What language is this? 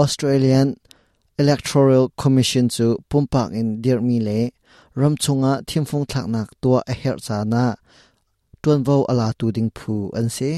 Hakha Chin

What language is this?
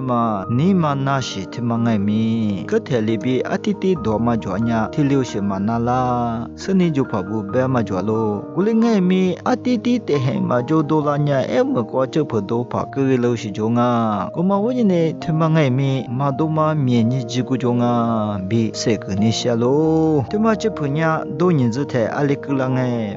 Lisu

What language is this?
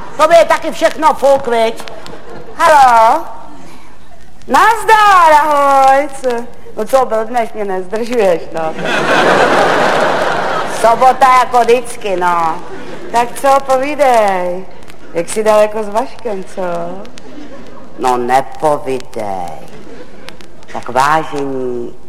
Czech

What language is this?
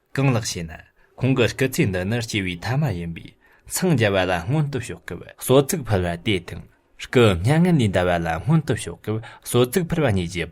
Tibetan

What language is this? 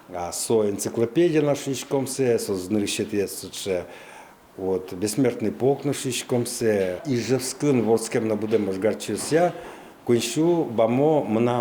Udmurt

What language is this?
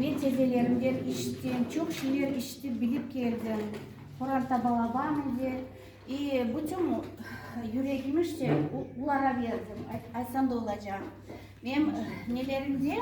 Crimean Tatar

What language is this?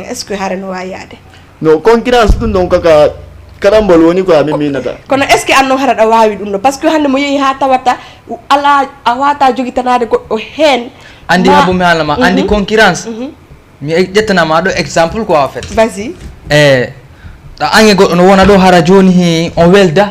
Fula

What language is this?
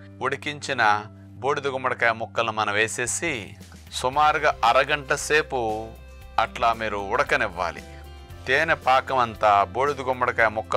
Telugu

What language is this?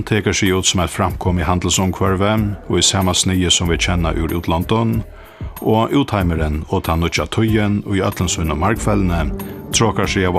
Faroese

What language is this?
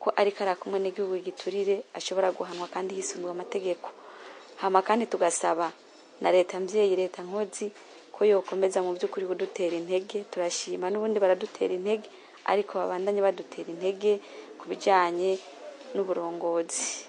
Rundi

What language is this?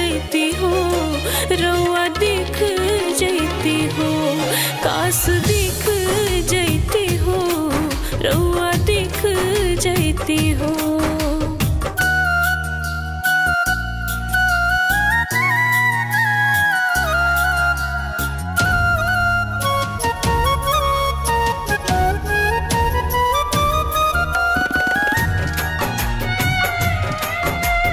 Bhojpuri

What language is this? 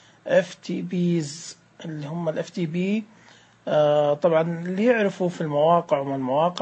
Najdi Arabic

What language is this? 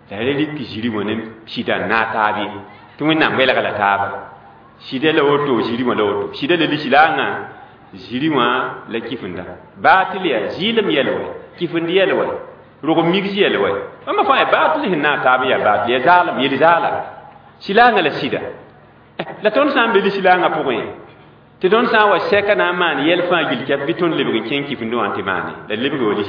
Mossi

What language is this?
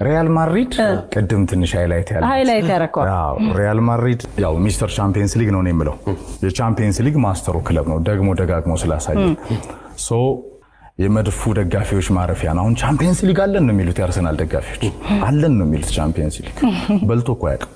Amharic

